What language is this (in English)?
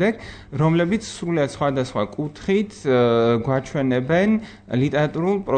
Georgian